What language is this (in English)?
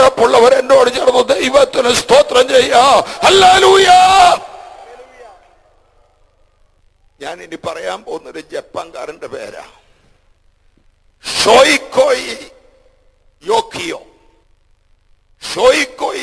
Malayalam